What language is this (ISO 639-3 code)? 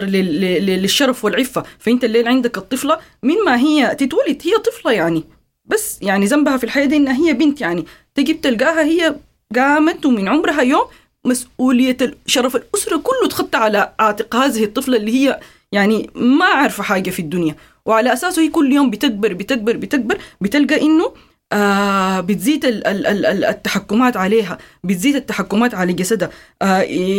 apd